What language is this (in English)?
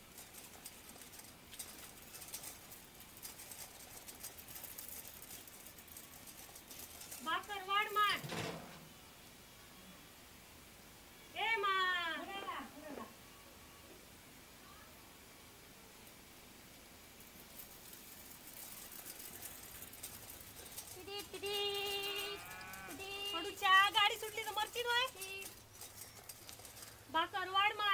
Marathi